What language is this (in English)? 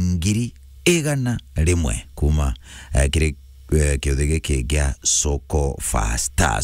Meru